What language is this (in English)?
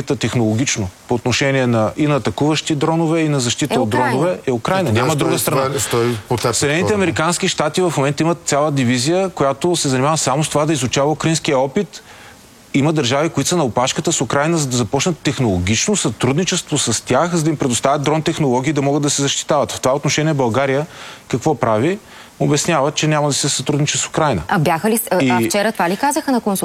Bulgarian